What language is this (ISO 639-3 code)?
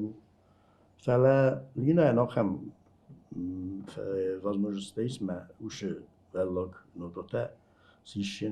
oss